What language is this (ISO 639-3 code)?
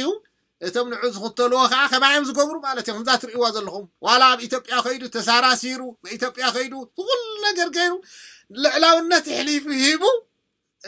tir